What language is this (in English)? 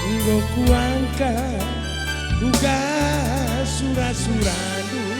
Batak Karo